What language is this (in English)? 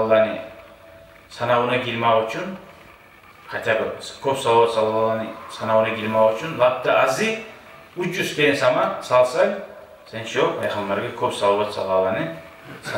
Kumyk